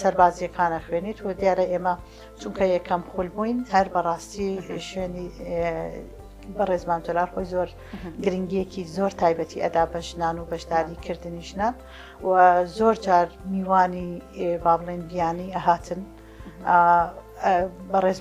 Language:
Central Kurdish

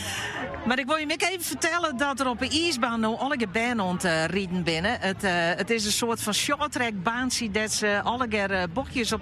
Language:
Western Frisian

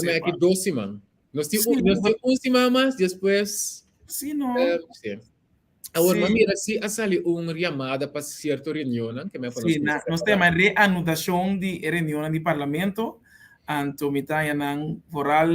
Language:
Papiamento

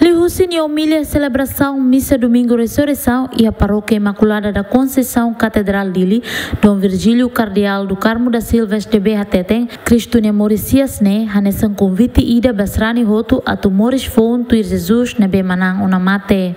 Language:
Tetum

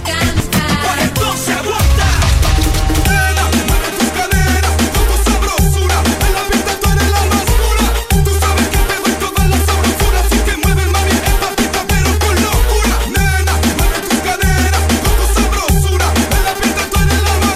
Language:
Spanish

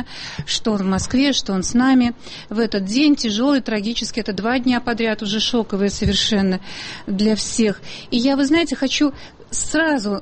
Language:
Russian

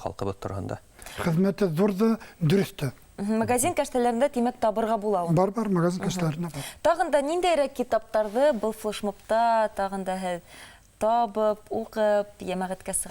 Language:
Bashkir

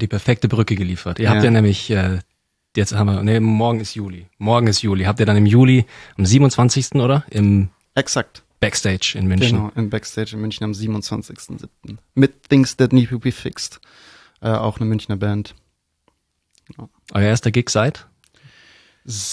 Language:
German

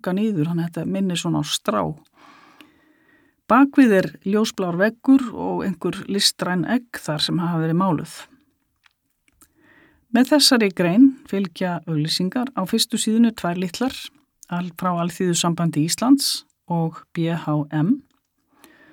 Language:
Icelandic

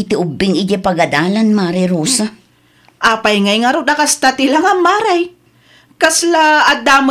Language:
Iloko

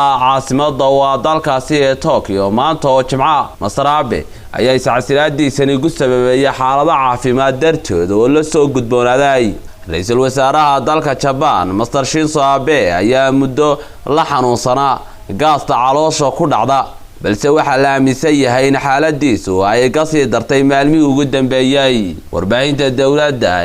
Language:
Somali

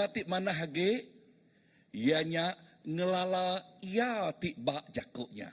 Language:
Iban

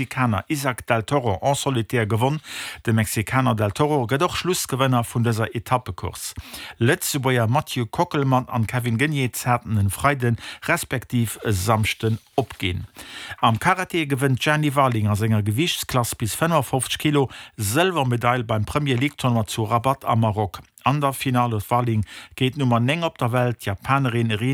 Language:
Luxembourgish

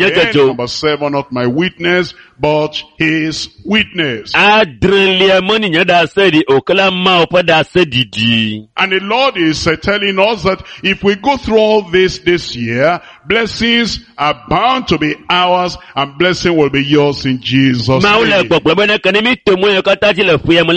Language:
Ewe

